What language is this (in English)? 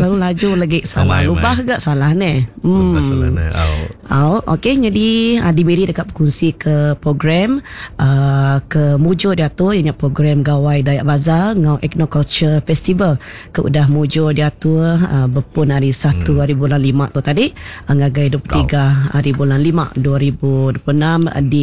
Iban